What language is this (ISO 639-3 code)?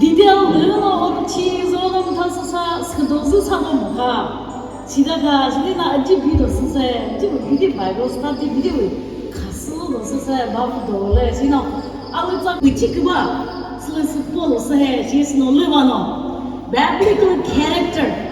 nri